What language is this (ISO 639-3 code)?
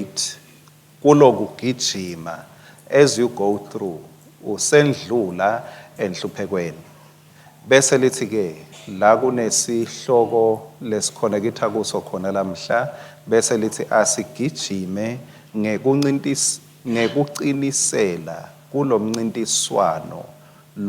ssw